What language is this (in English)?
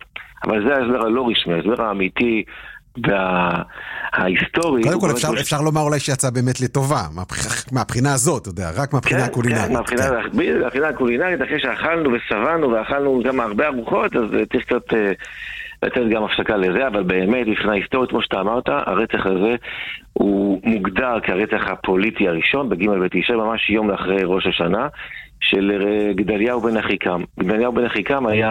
Hebrew